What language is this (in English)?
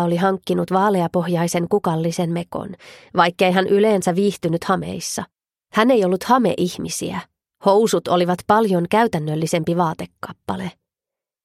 Finnish